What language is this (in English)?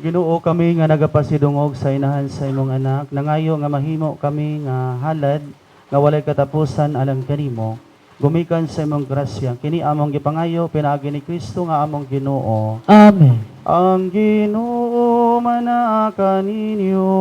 Cebuano